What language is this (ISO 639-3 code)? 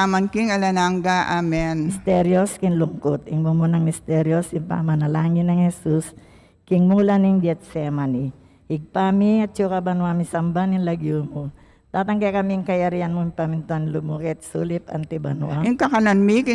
pam